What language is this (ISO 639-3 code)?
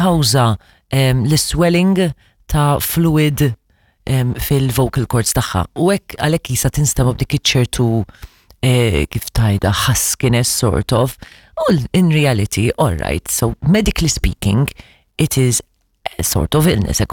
mlt